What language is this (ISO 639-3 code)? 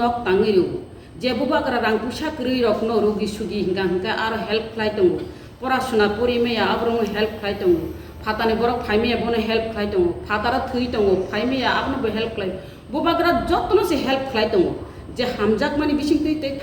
trp